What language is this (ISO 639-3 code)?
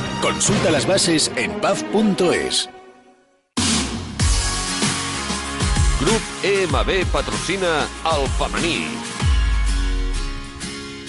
cat